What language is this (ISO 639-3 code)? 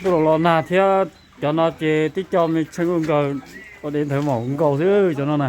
hmn